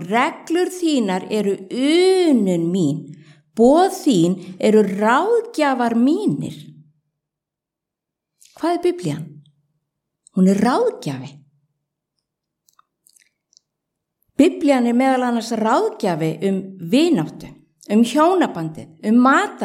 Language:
Icelandic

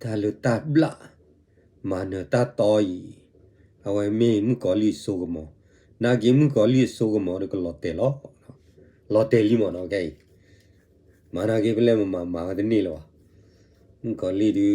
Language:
S'gaw Karen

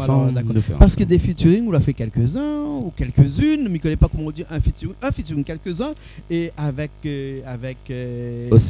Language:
Réunion Creole French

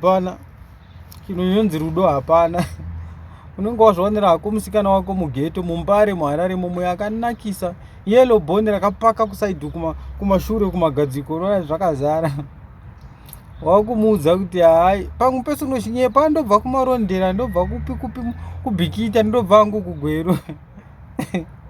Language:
Shona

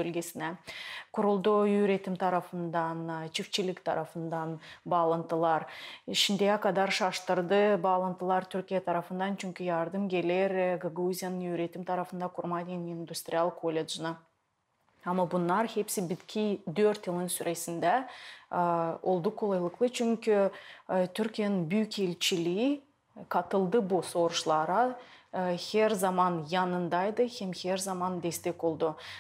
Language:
Gagauz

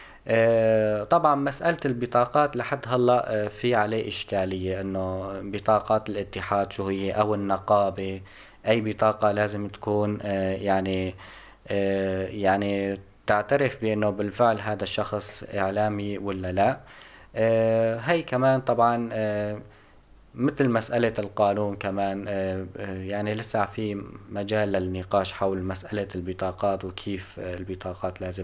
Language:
North Levantine Arabic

